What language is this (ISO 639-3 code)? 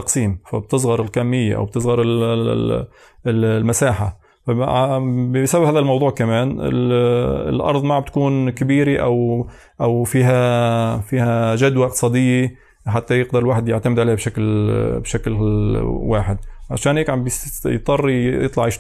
apc